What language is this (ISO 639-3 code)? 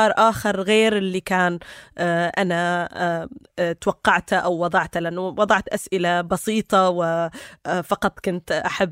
apc